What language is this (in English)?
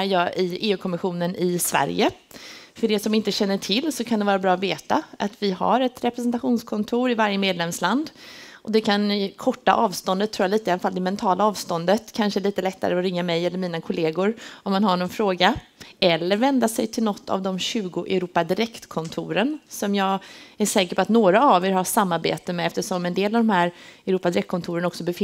Swedish